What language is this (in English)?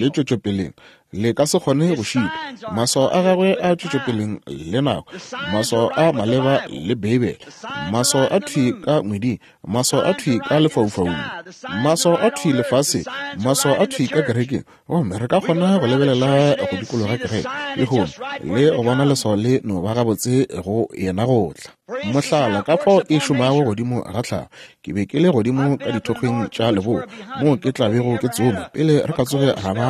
Northern Sotho